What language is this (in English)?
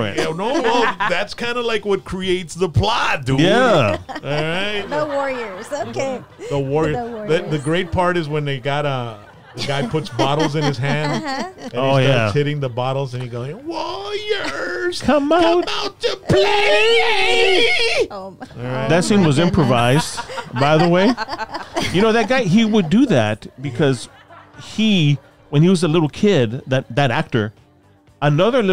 English